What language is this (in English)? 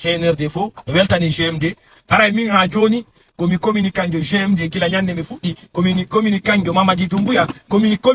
Fula